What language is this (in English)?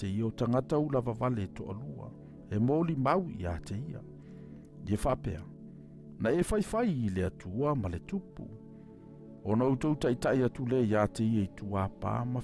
Samoan